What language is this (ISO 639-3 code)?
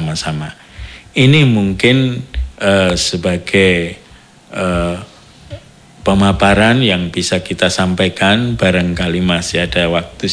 ind